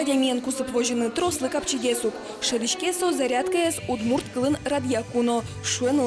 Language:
Udmurt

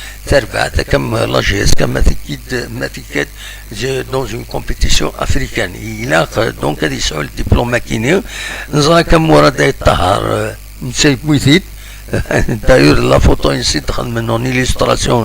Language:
Kabyle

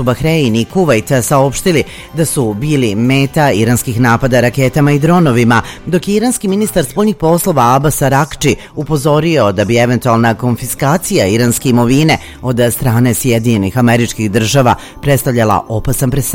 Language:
Serbian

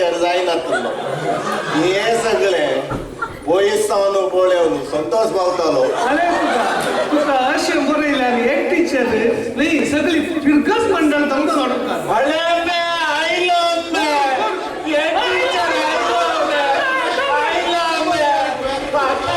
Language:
Konkani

